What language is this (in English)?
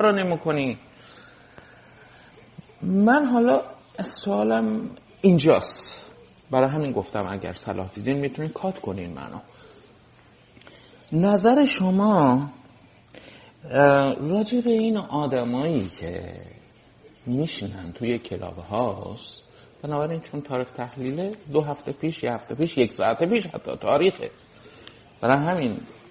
Persian